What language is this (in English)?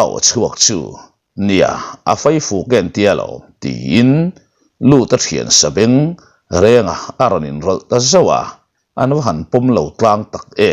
Mizo